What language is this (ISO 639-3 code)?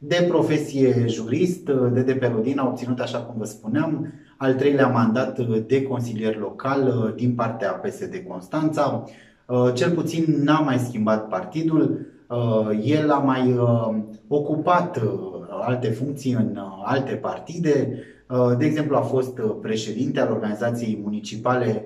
ron